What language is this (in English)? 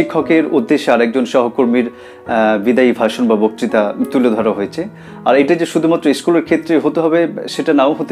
Bangla